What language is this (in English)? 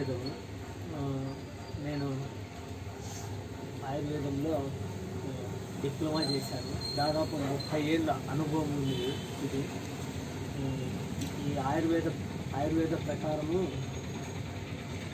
Telugu